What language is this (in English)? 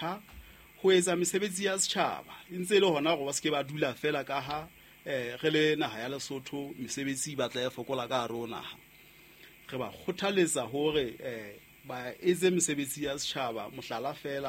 Southern Sotho